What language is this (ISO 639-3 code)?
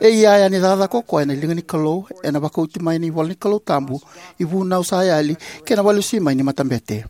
fij